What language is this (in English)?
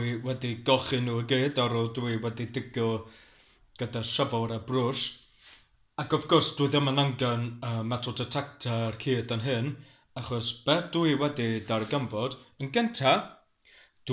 Welsh